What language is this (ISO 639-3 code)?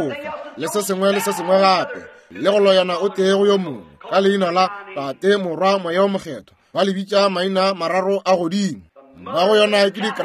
nso